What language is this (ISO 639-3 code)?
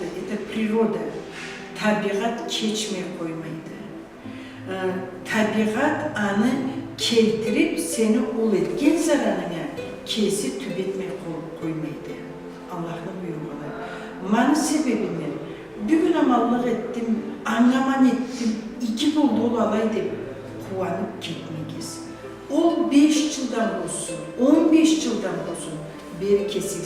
krc